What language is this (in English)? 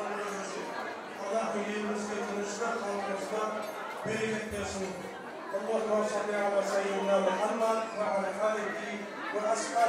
Kara-Kalpak